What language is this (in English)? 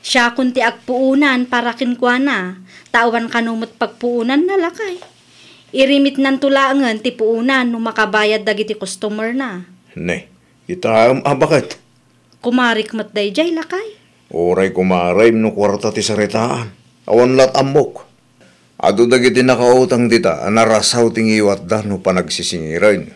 Iloko